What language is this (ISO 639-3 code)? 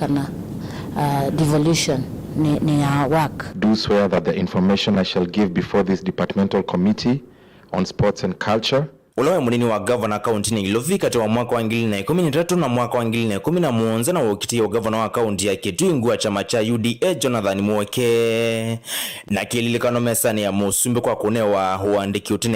kam